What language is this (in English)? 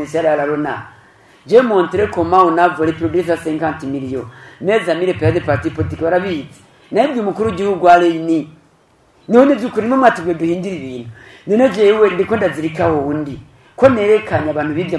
Rundi